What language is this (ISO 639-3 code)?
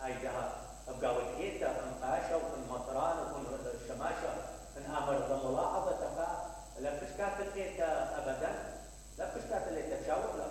acm